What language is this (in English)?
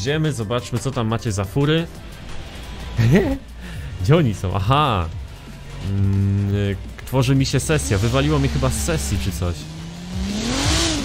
Polish